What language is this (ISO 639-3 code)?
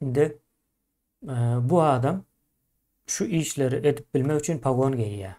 tuk